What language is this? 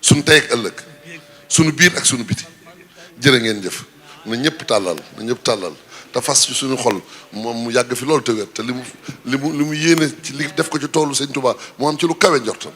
Wolof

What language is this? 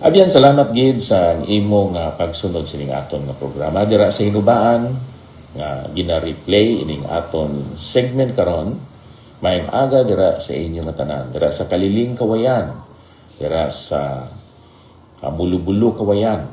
Hiligaynon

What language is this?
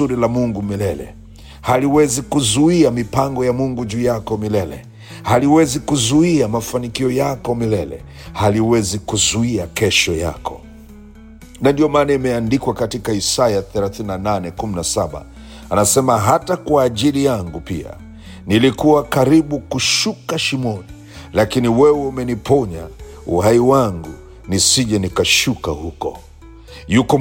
Swahili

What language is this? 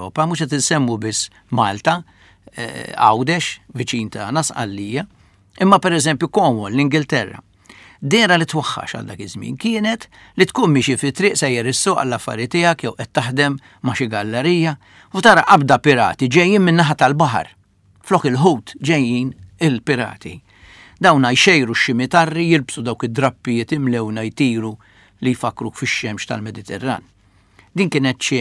Maltese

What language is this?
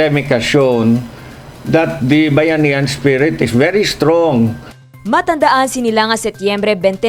Hiligaynon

